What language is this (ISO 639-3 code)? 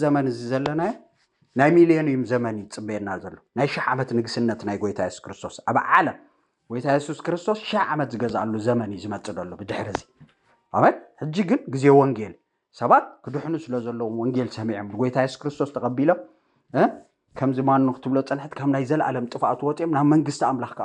tir